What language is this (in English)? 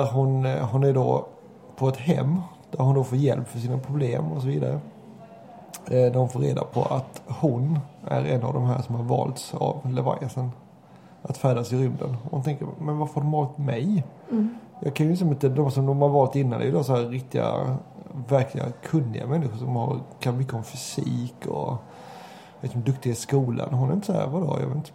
Swedish